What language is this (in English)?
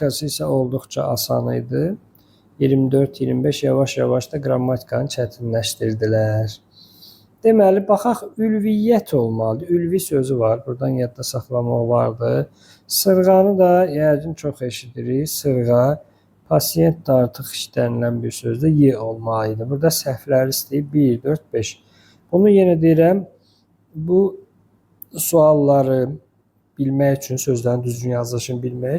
Azerbaijani